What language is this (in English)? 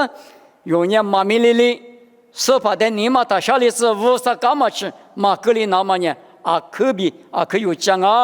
Lisu